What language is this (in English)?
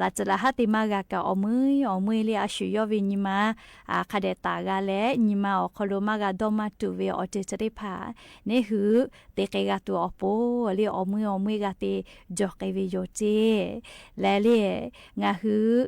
Lahu